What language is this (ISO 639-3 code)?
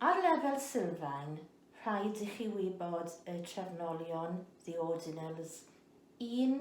cym